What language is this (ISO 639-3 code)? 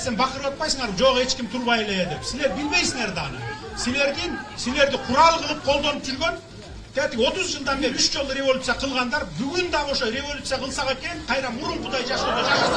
kir